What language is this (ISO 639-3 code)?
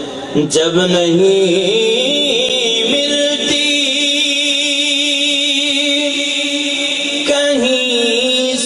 urd